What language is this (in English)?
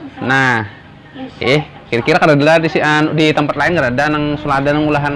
Banjar